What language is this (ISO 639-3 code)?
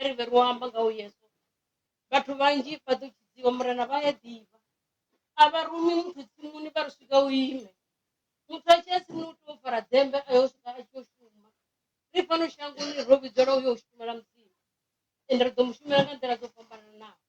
ven